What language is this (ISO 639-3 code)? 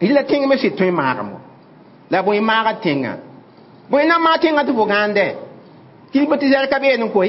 mos